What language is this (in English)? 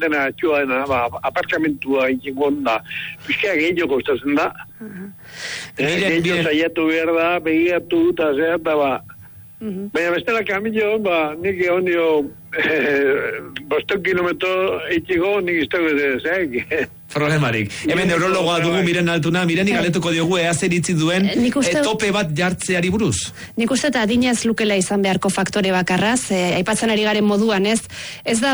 Basque